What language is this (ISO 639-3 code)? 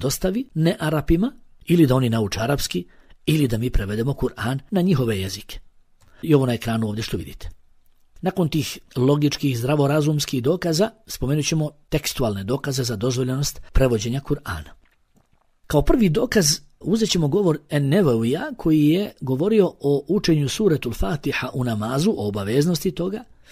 bos